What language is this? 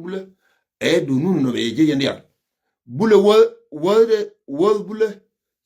Nuer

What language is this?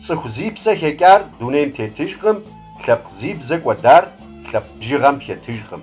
Kabardian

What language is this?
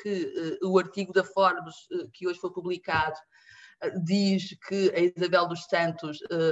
Portuguese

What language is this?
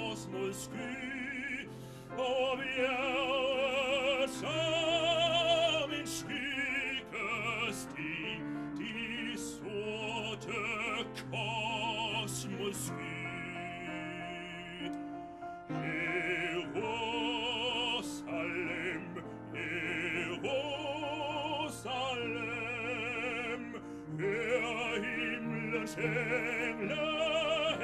Danish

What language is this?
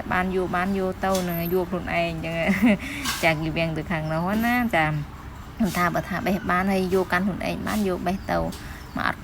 Khmer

